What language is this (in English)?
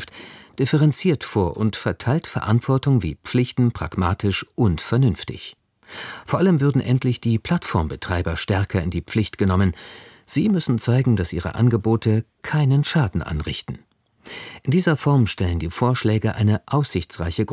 German